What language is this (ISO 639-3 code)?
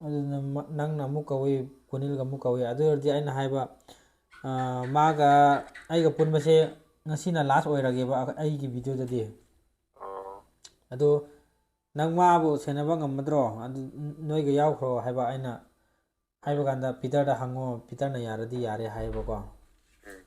mni